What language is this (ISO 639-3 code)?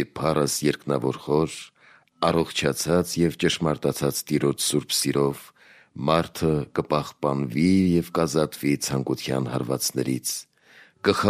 hye